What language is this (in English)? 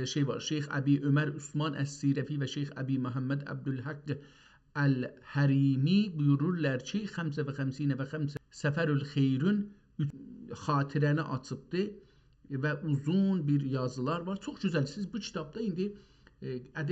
South Azerbaijani